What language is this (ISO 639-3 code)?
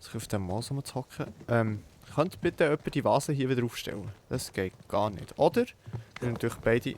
gsw